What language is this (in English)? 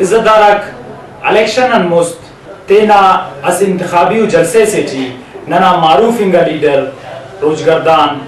Brahui